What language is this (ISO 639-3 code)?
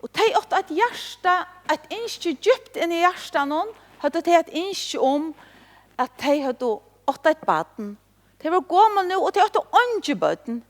fao